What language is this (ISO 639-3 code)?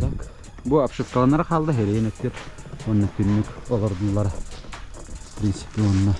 sah